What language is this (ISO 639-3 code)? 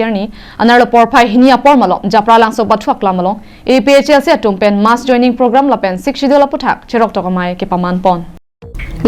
mjw